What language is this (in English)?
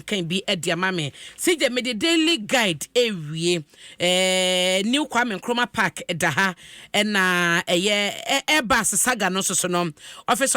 Akan